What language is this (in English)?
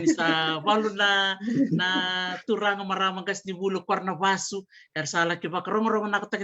Fijian